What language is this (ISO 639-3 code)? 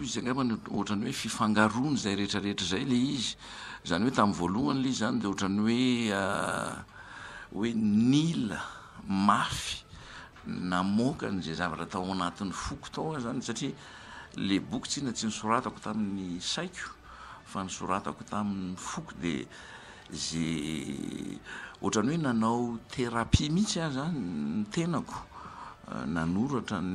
mlg